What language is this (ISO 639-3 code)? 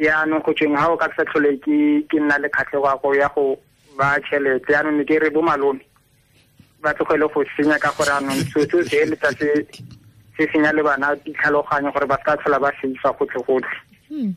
tsn